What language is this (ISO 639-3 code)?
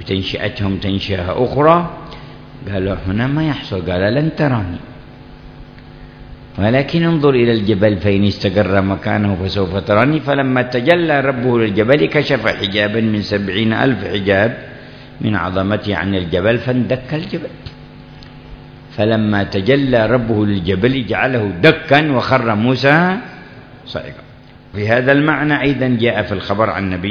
ara